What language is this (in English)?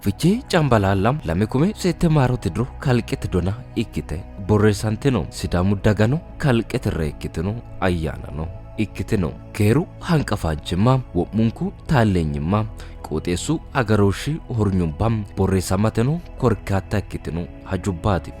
Sidamo